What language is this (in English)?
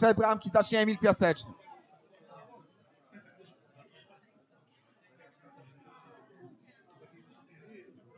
Polish